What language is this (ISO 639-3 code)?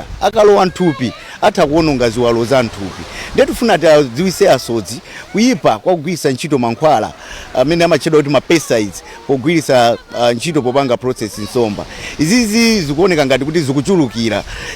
nya